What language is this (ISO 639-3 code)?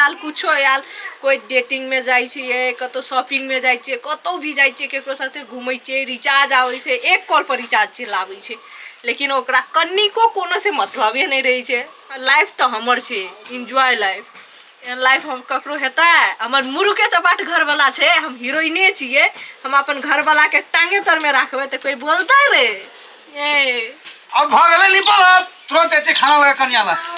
mai